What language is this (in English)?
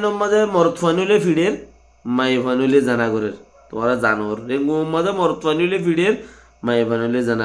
Rohingya